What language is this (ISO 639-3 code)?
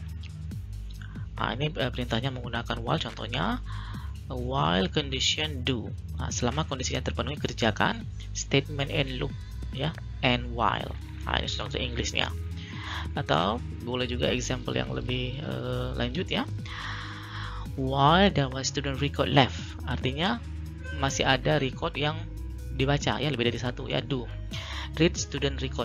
ind